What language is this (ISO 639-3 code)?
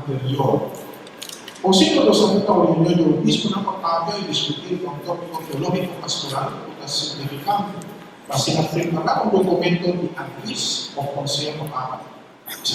pap